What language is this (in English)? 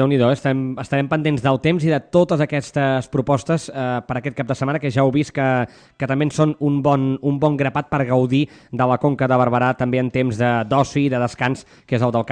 Catalan